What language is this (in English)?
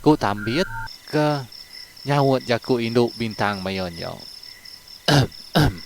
Iban